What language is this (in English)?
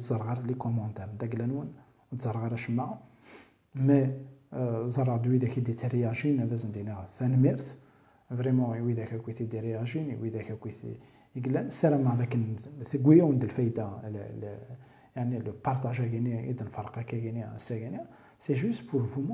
Kabyle